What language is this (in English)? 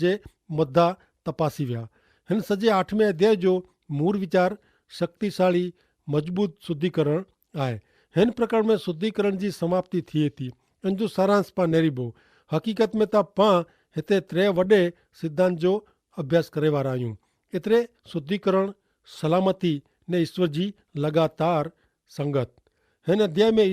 Kachhi